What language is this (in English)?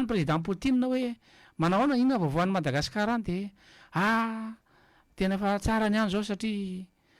Malagasy